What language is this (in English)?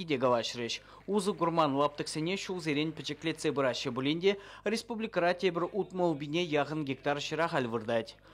Chuvash